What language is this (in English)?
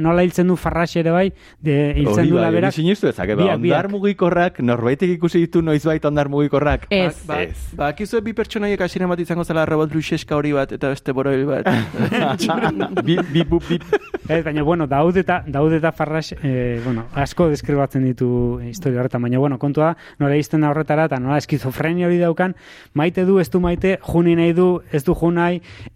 Basque